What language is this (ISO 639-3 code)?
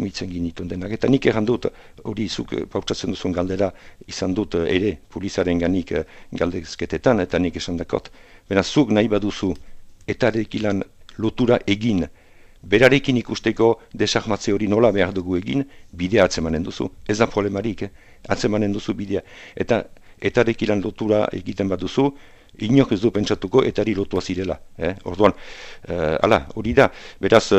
eus